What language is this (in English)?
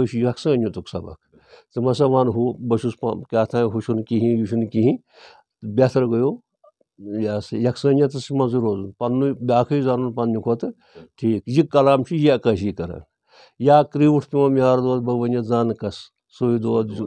Kashmiri